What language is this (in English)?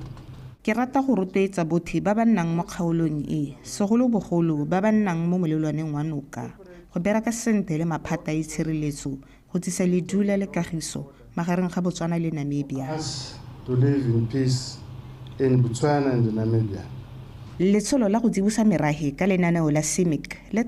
Tswana